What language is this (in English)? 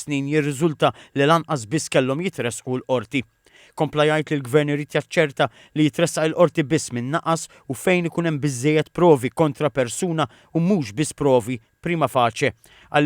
Maltese